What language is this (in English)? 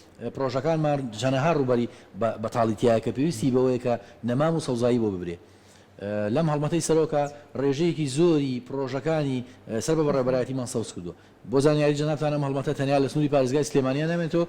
Central Kurdish